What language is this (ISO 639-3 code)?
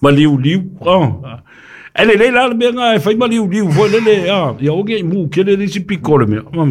smo